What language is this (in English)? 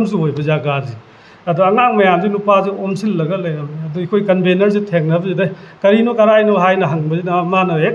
Manipuri